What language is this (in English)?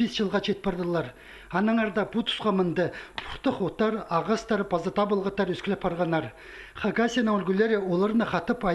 Khakas